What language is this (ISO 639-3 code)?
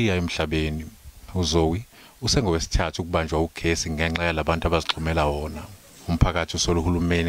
zul